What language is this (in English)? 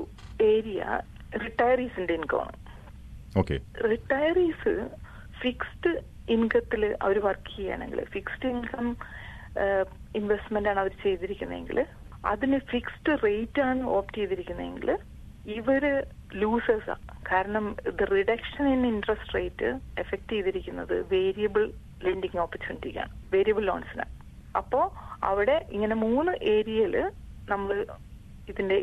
Malayalam